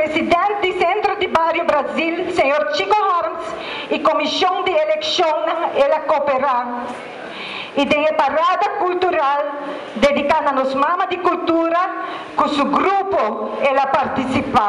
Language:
Papiamento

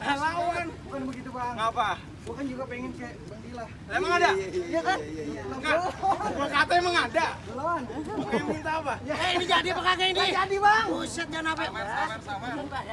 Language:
Betawi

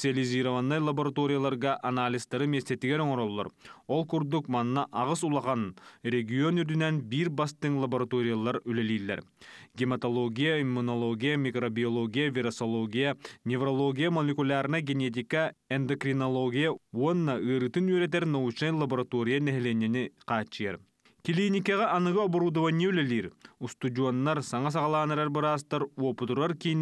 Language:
Yakut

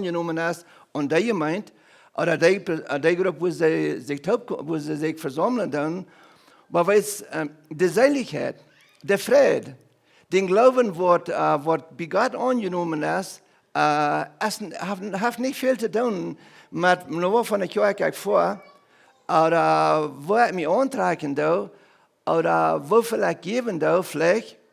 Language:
Plautdietsch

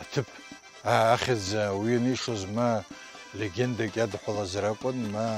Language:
Abkhazian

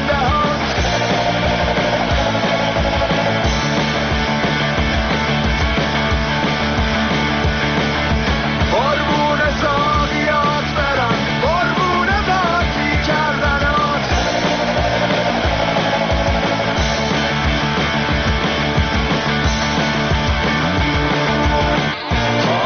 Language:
Persian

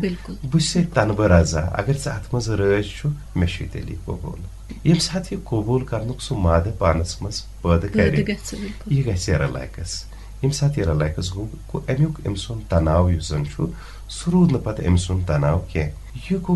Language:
Kashmiri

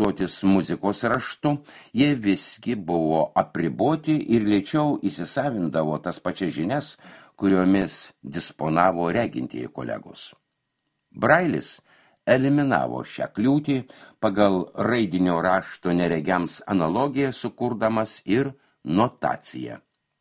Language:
Lithuanian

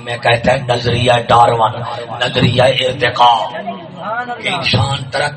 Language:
Saraiki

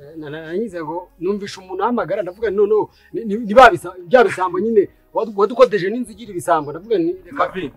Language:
Kinyarwanda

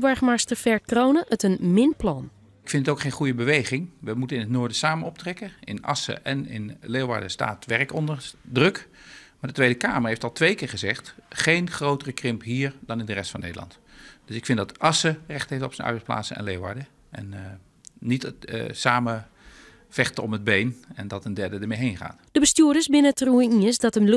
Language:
Western Frisian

